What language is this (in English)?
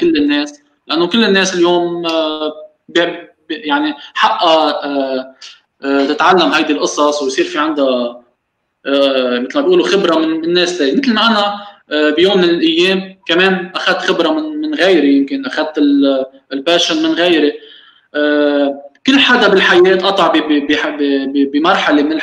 North Levantine Arabic